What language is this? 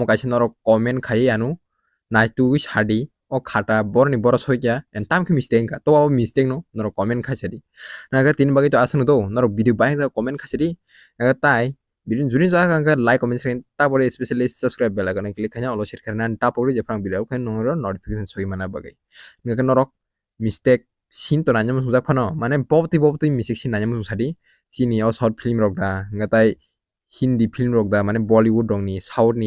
Kok Borok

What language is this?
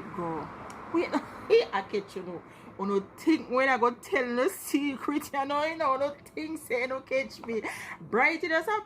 Jamaican Creole English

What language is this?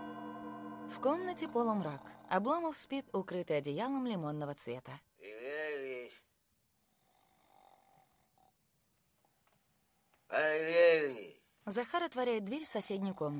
Russian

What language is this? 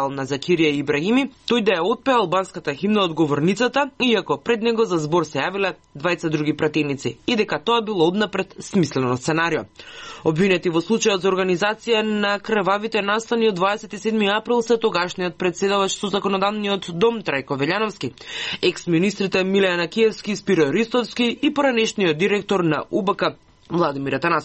Macedonian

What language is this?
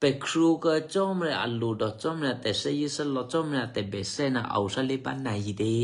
Eastern Kayah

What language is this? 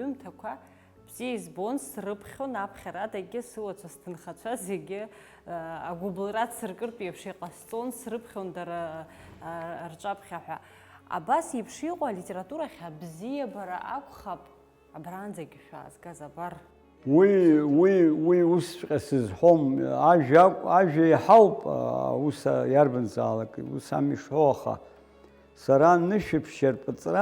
Abkhazian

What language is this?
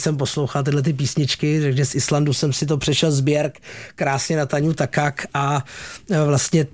Czech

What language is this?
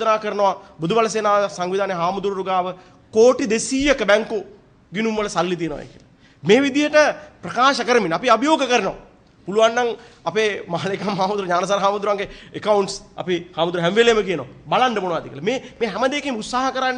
Sinhala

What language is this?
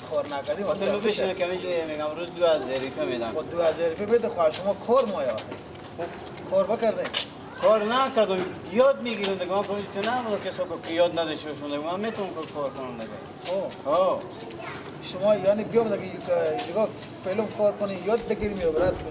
Persian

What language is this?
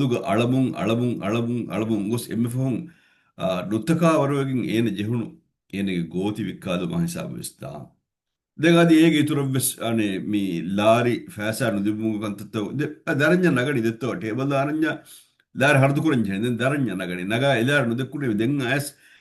Divehi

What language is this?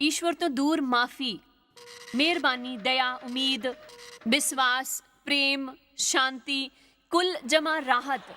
Dogri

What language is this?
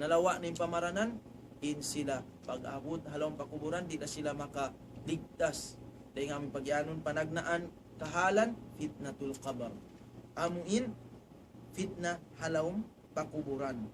Tausug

